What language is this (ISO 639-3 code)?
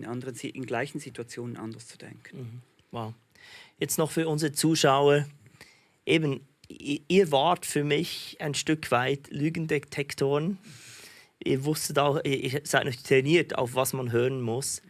gsw